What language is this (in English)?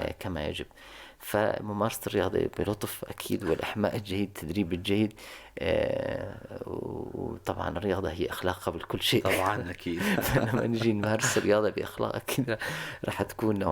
North Levantine Arabic